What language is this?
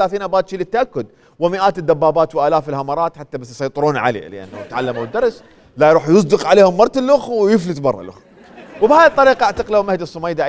Mesopotamian Arabic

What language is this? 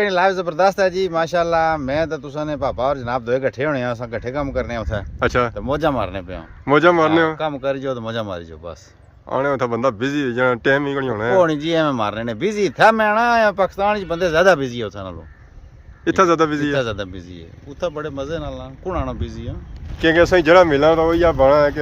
Pahari-Potwari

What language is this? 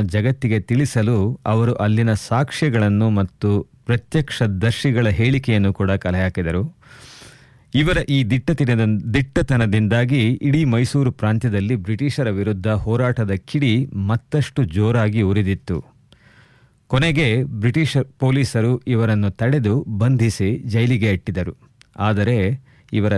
Kannada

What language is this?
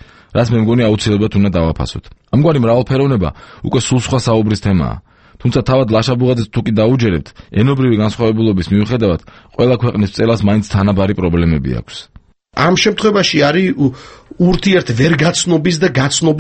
Georgian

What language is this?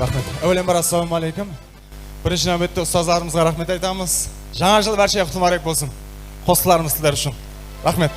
Kara-Kalpak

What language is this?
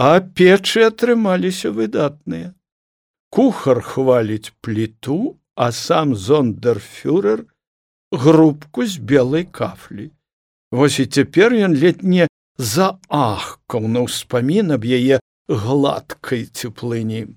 Belarusian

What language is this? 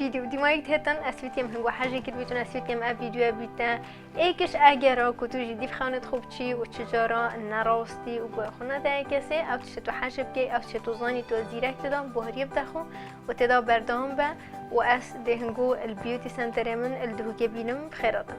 Kurdish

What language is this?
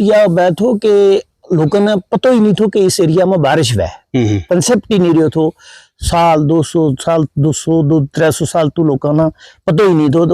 Gujari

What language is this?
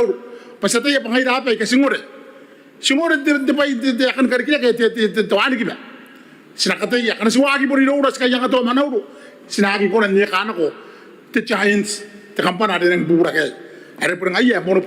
Gilbertese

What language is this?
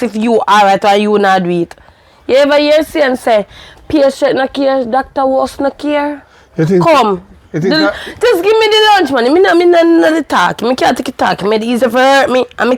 Jamaican Creole English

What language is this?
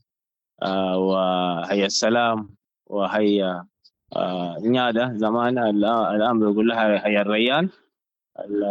Sudanese Arabic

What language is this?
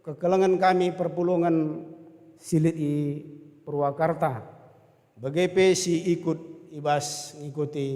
Batak Karo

